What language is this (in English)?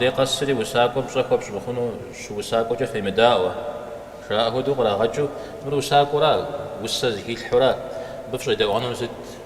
Kabardian